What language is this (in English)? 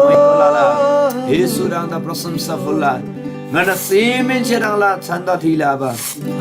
Eastern Tamang